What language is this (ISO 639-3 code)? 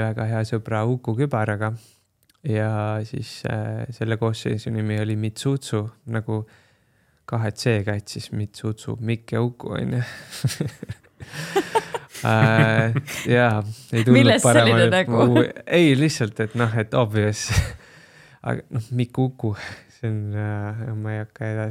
est